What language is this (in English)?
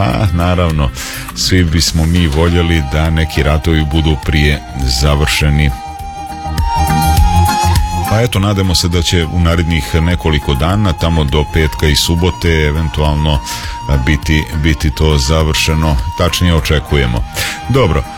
Croatian